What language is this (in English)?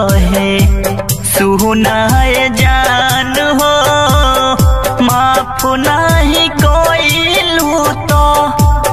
Maithili